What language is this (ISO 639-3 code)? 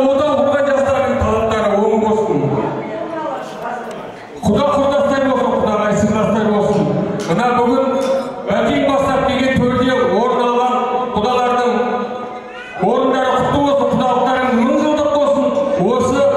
kaz